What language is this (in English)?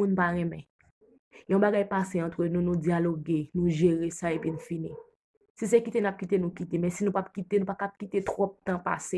Haitian Creole